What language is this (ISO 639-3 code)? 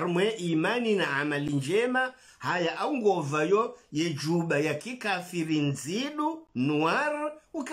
swa